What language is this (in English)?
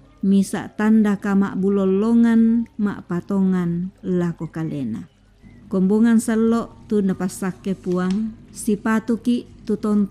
Toraja-Sa'dan